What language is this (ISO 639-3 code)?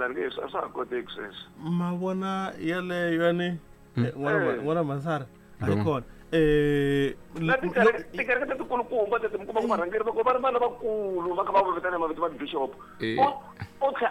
tso